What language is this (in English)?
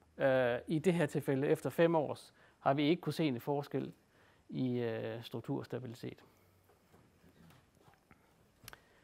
Danish